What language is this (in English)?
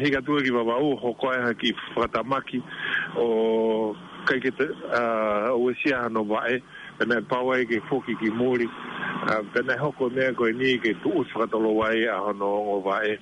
Tongan